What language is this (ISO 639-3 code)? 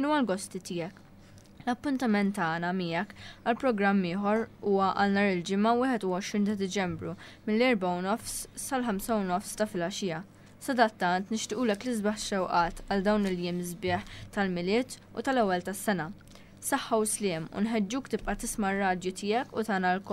mlt